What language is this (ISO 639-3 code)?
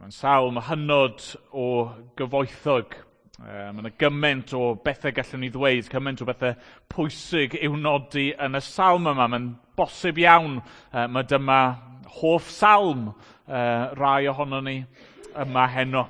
cym